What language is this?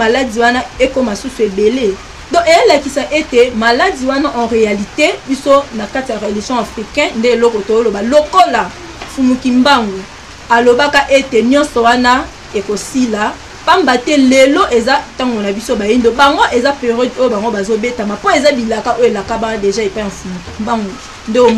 Lingala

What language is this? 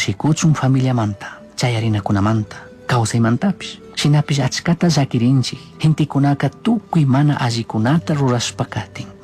Chimborazo Highland Quichua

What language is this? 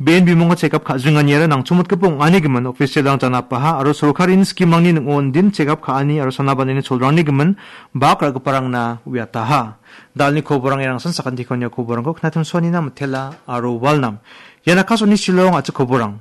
Garo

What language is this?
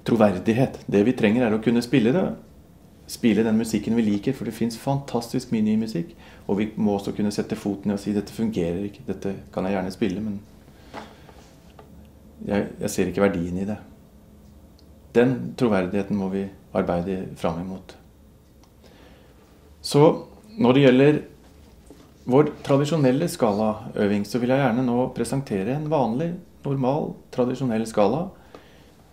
Norwegian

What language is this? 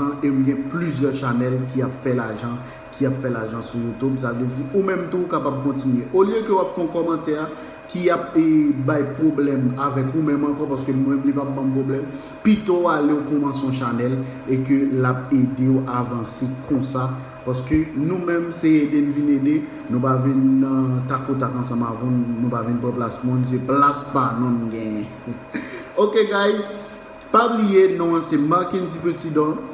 Haitian Creole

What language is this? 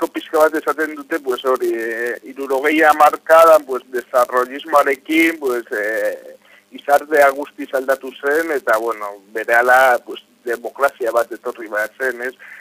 Basque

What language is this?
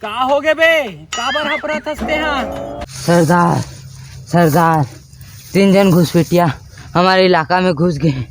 Chhattisgarhi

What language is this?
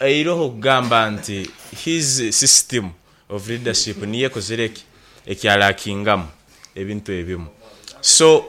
Nyankole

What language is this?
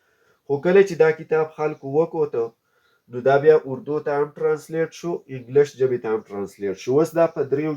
Pashto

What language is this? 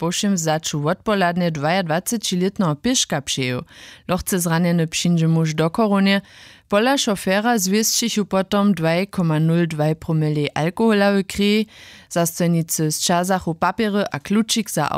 Upper Sorbian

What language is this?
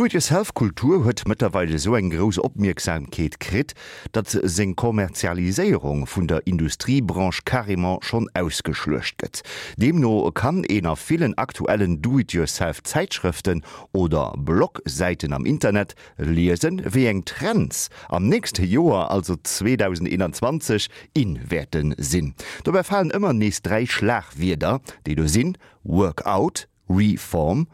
Luxembourgish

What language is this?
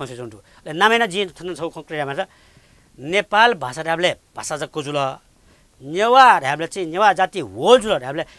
Newari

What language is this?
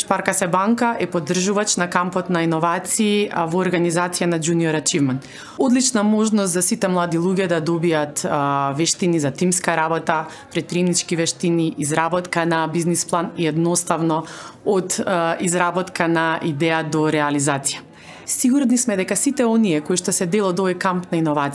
Macedonian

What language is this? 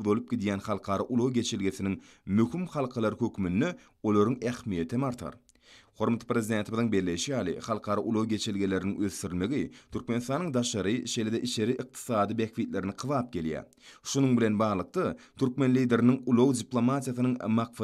Turkmen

